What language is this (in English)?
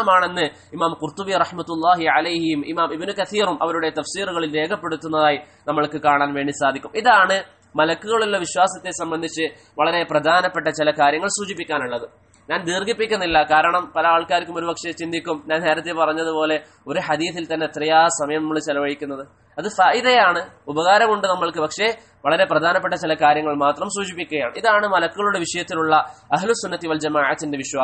Malayalam